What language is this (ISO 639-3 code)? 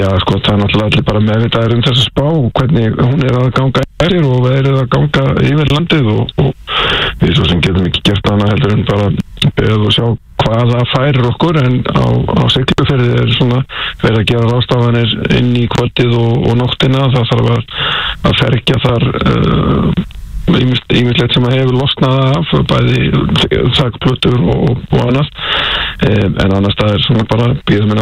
isl